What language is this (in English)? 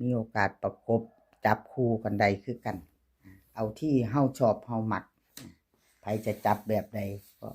Northeastern Thai